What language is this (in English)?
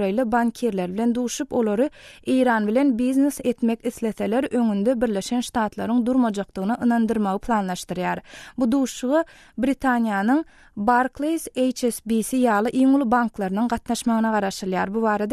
Turkmen